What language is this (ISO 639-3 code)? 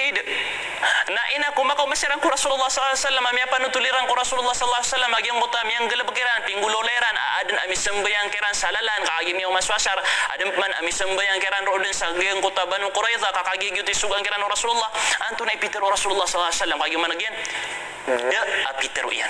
mrw